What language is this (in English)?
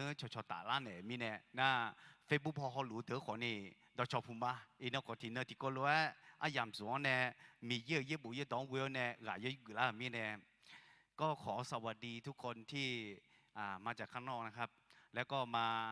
Akha